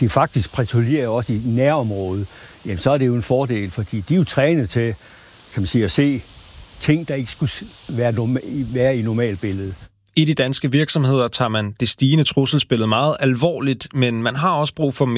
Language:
Danish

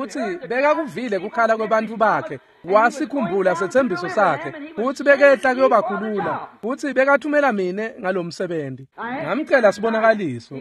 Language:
Swati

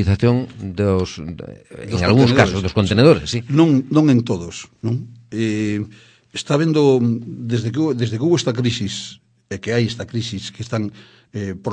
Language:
Galician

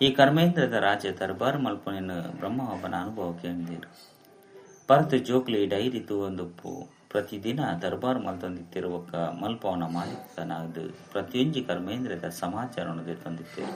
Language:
Tulu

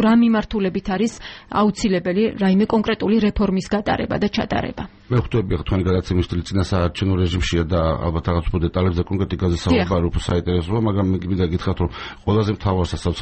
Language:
Georgian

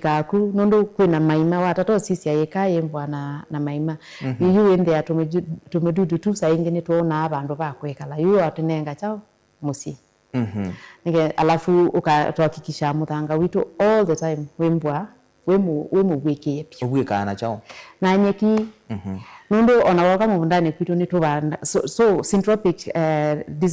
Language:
Kamba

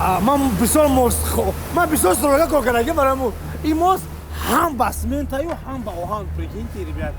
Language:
Tajik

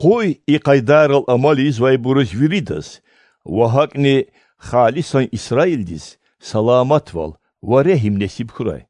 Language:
Lezghian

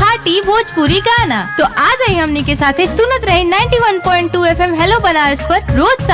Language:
Bhojpuri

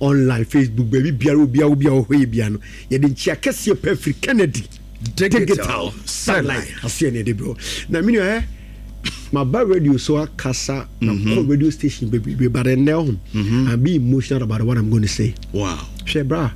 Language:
Akan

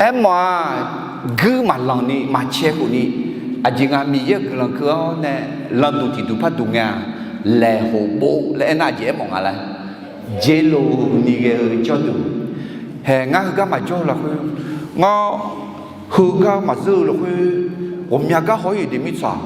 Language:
Akha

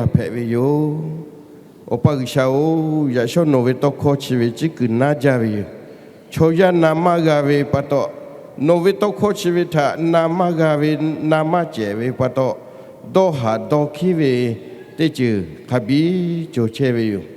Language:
Lahu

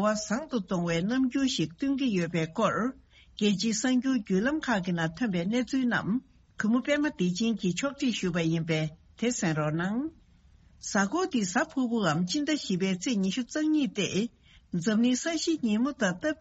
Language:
Tibetan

